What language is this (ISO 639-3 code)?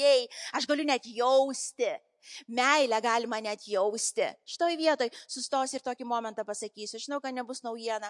lit